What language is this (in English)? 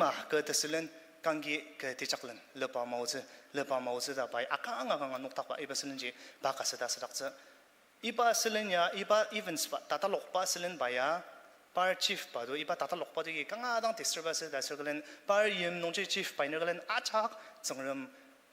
Ao Naga